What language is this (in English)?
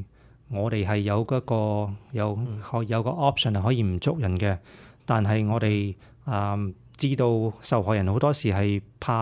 Cantonese